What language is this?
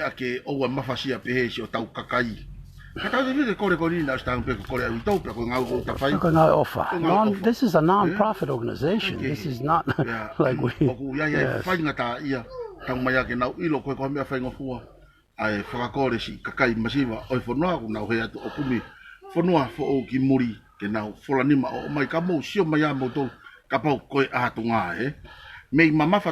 Tongan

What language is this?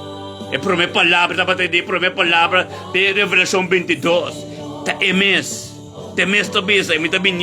Papiamento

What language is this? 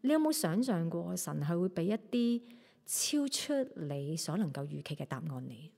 Cantonese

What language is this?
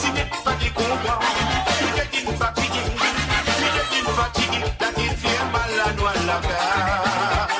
Morisyen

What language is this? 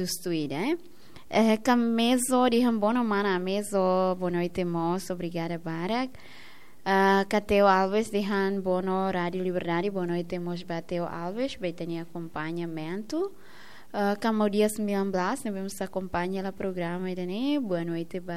Tetum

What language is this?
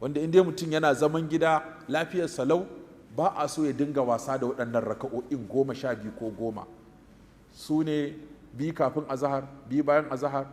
Hausa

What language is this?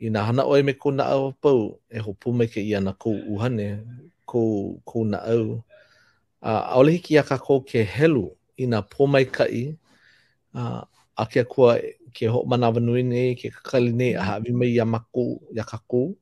Hawaiian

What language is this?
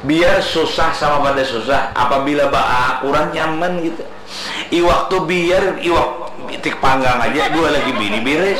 Banjar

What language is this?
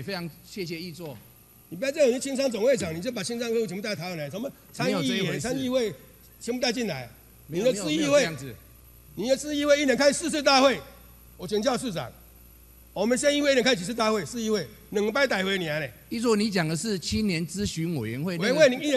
Chinese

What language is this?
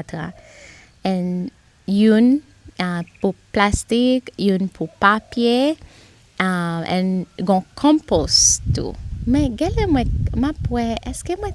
Haitian Creole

